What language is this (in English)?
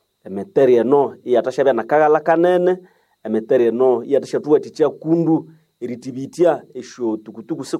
Nande